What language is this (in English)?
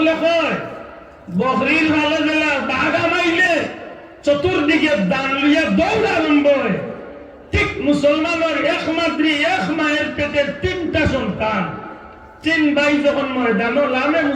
Sylheti